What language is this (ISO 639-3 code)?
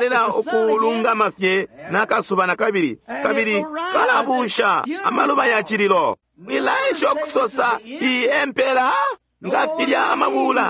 bem